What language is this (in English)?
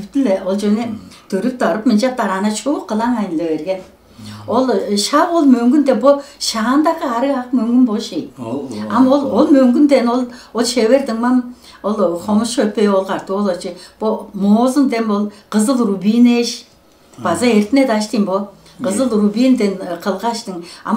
Tuvinian